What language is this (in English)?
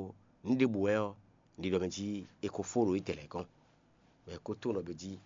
Fon